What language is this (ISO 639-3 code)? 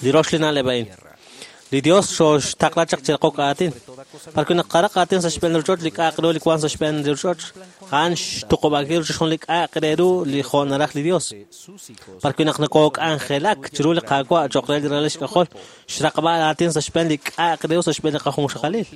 kek